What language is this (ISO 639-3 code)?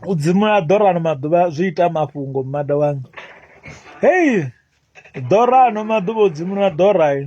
ven